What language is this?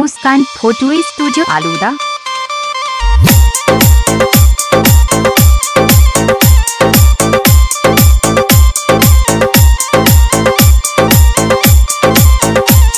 Rajasthani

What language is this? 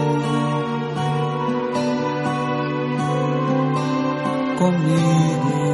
Portuguese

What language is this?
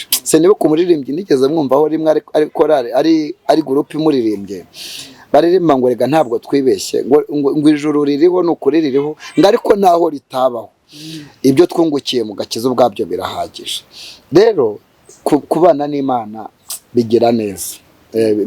Kinyarwanda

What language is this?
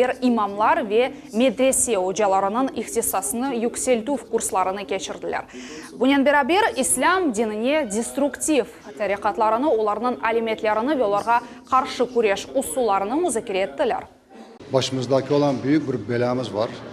Crimean Tatar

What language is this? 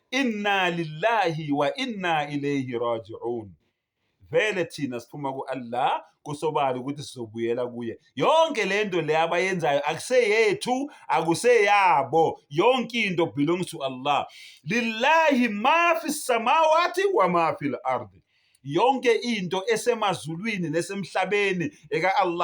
Zulu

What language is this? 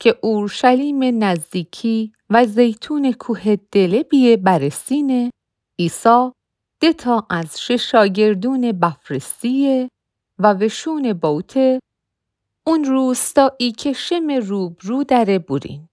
Mazanderani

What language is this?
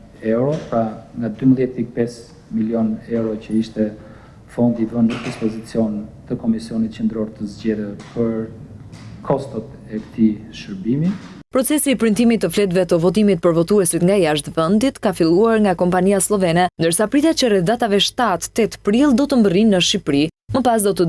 Albanian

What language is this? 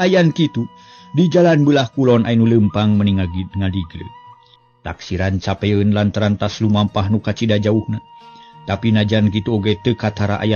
Sundanese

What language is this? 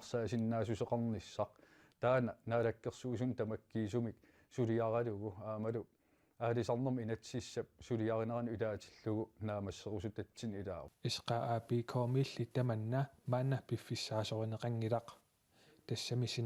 Kalaallisut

